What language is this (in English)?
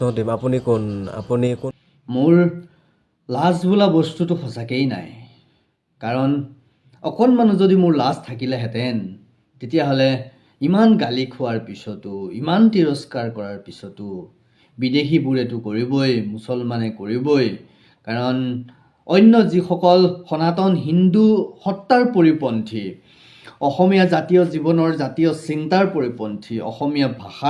Assamese